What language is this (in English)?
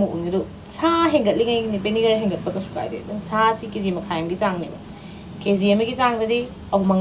Manipuri